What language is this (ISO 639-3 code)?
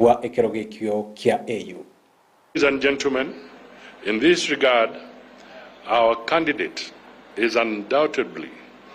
guz